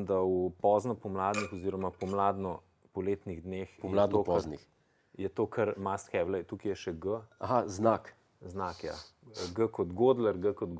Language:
Slovenian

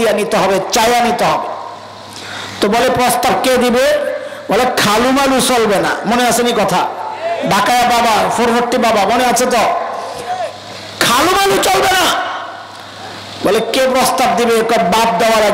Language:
Bangla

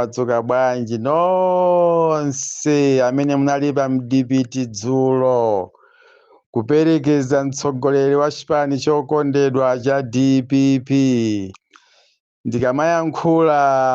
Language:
Nyanja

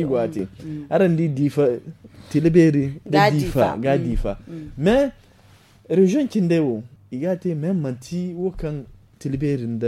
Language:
Zarma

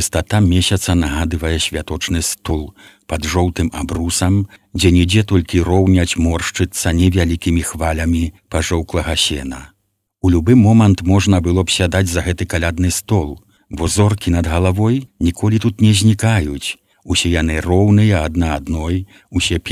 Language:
Belarusian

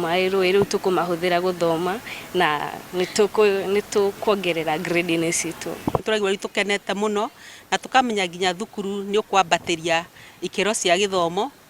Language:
Kikuyu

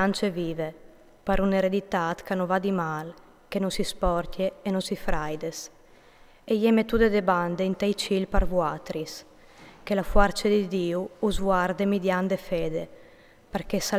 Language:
Friulian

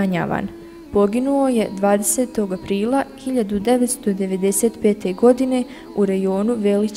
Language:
Bosnian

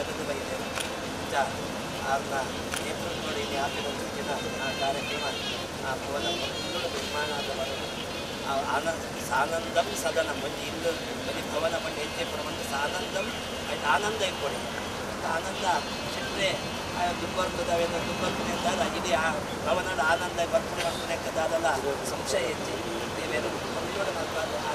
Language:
Kannada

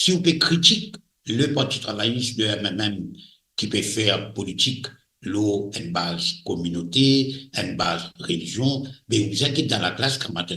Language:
Morisyen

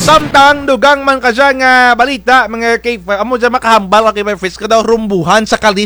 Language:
Kinaray-a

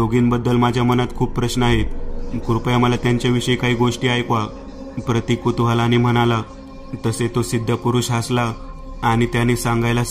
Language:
Marathi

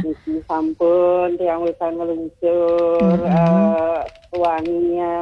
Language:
Balinese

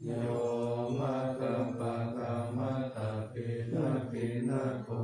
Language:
Pali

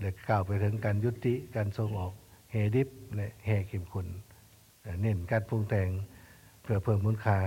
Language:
Lao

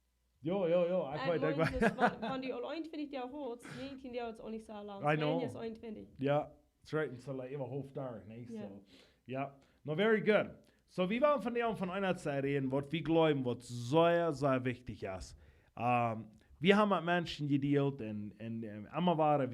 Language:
Plautdietsch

